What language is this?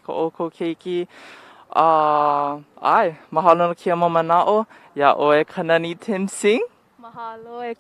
Hawaiian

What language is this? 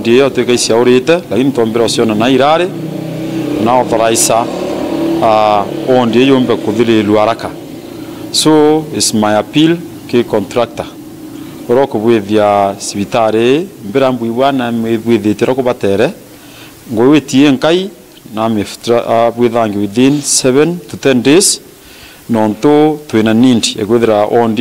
Meru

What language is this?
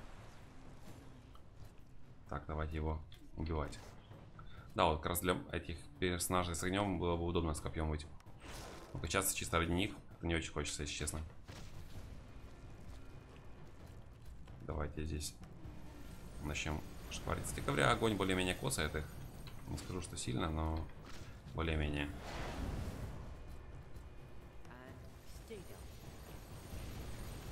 Russian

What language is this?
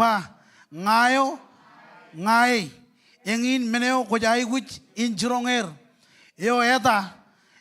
Marshallese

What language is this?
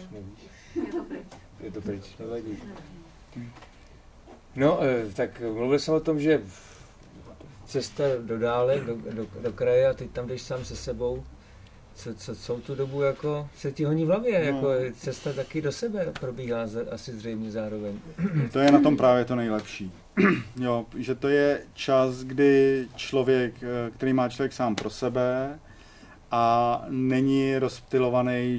Czech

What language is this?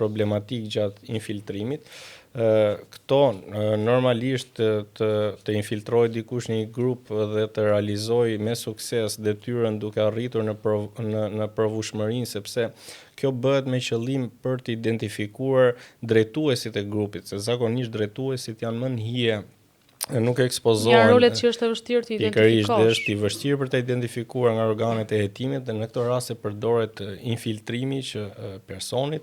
Albanian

